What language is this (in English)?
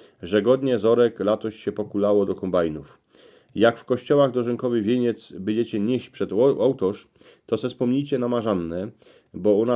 Silesian